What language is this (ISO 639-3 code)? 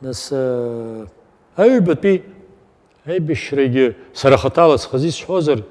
abk